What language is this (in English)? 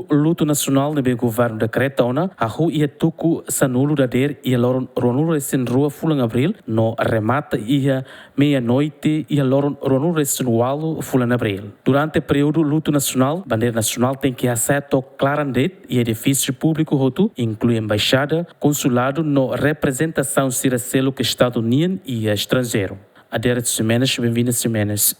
Tetum